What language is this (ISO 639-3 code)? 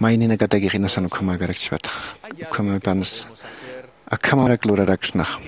aym